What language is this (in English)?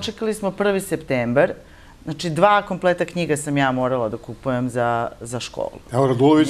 Serbian